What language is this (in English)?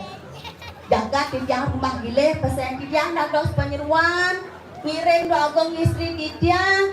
Balinese